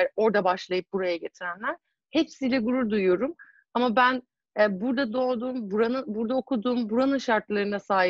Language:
Turkish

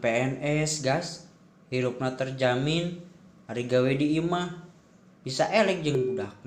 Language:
Sundanese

